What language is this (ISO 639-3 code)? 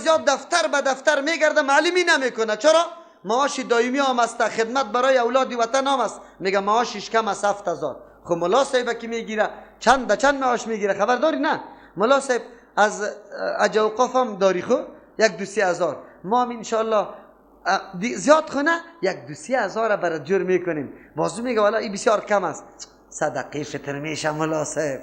fas